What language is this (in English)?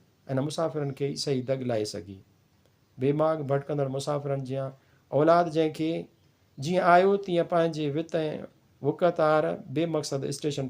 Sindhi